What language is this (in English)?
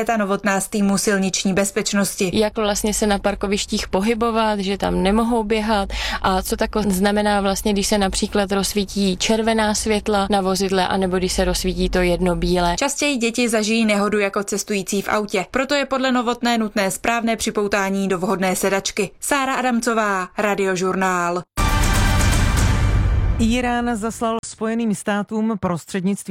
Czech